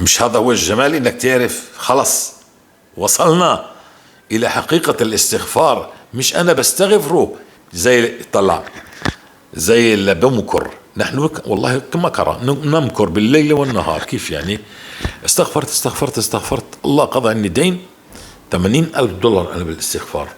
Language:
North Levantine Arabic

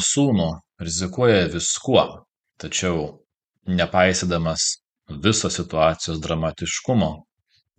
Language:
Lithuanian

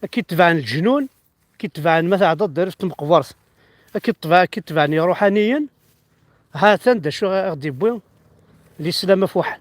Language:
Kabyle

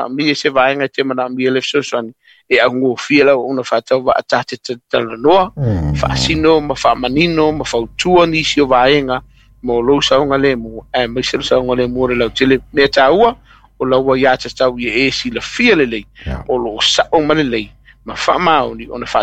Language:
Samoan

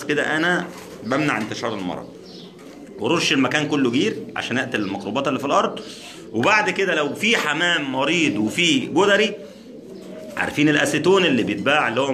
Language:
Egyptian Arabic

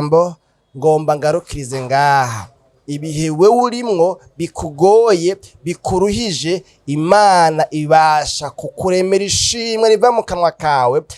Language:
Rundi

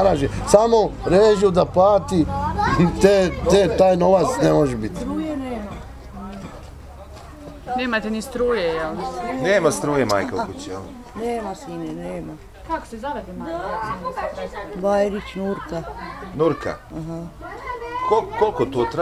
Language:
Bosnian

